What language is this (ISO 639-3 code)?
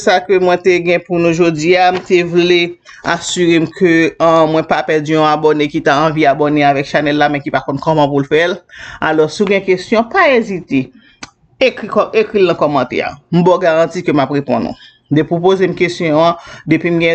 hat